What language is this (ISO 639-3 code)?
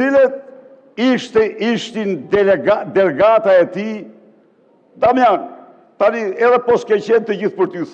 sqi